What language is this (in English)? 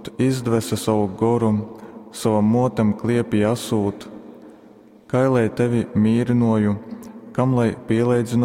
Latgalian